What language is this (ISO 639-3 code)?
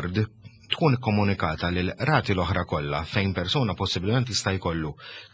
mlt